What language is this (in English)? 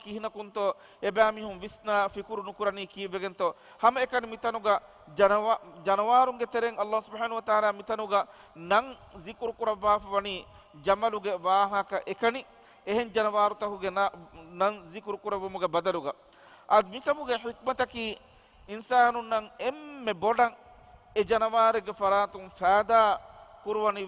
Divehi